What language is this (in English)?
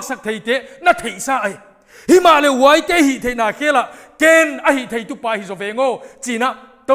Paite Chin